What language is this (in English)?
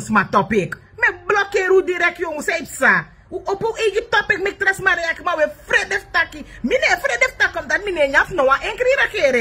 Sranan Tongo